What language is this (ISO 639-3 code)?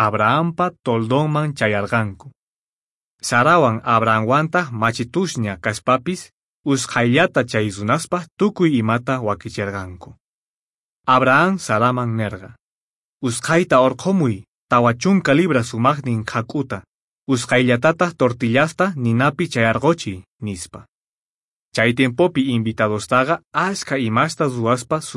que